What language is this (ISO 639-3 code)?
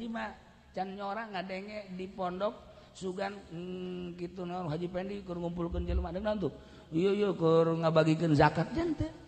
sun